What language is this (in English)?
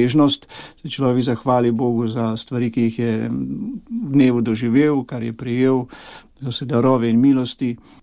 Slovenian